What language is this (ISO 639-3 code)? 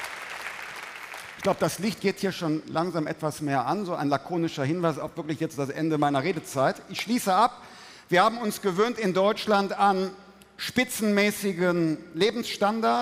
deu